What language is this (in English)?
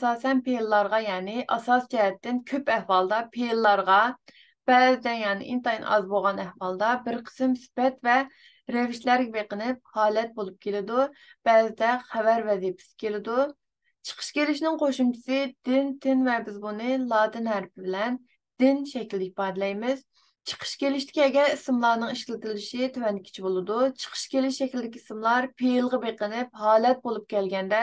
Uyghur